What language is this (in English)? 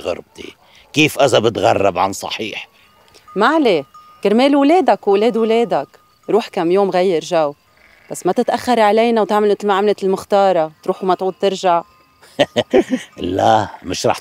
North Levantine Arabic